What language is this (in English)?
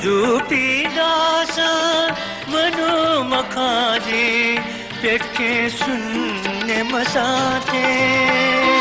Newari